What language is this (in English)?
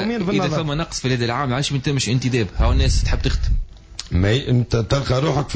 Tunisian Arabic